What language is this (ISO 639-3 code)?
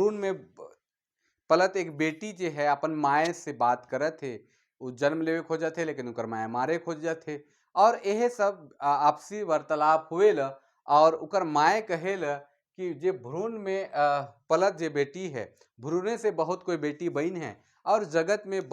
sck